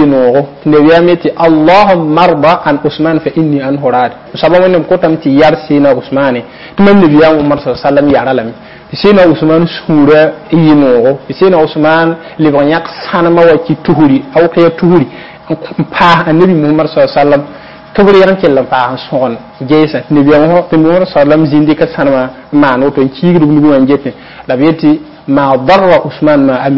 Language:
Mossi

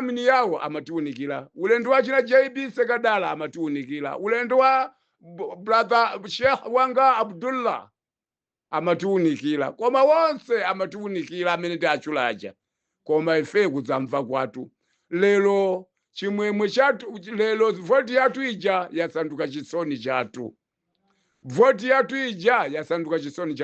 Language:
Nyanja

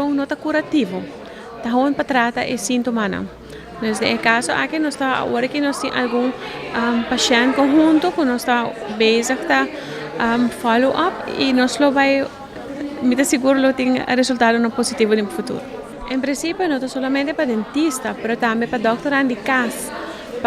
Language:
Papiamento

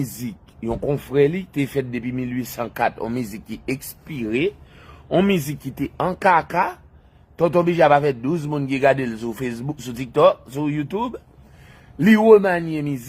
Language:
Haitian Creole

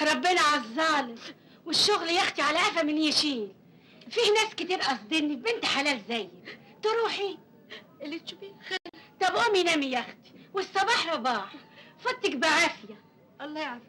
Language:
Egyptian Arabic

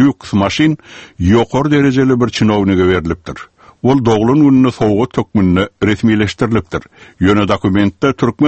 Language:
Turkmen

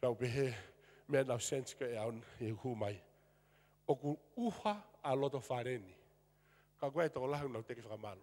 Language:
Tongan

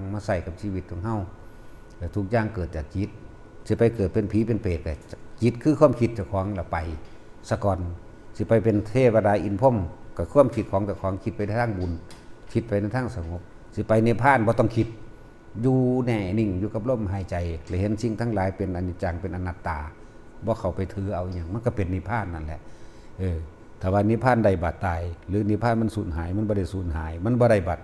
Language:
Northeastern Thai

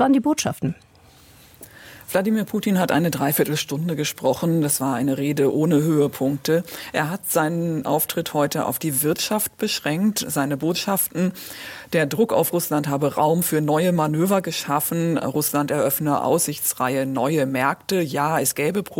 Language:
German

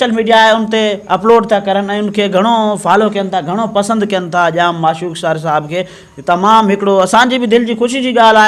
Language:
Sindhi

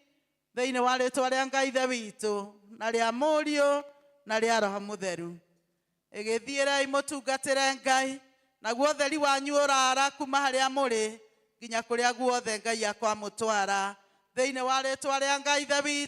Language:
Kikuyu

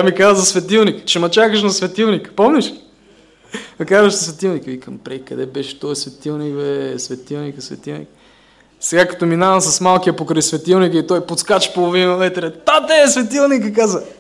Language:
Bulgarian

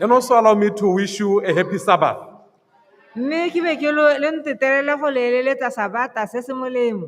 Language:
Tswana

